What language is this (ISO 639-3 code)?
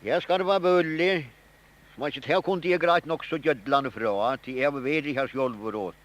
fao